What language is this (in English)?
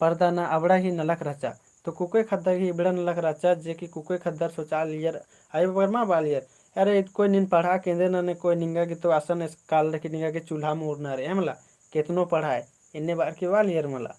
Kurukh